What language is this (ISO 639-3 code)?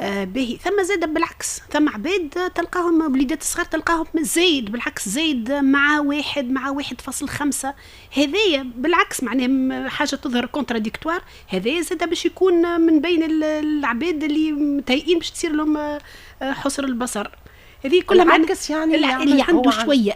aeb